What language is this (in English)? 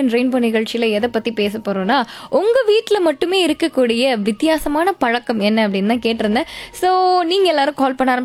Tamil